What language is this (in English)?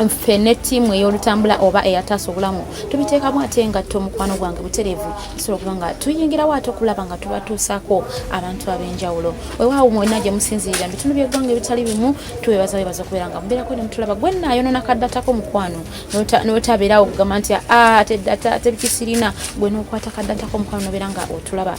Ganda